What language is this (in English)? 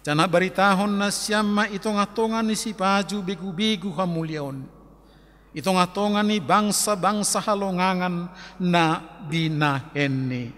Batak Simalungun